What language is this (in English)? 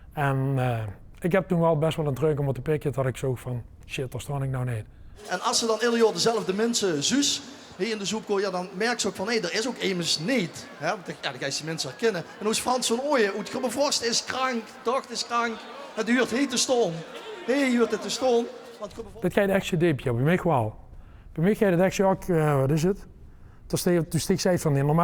Limburgish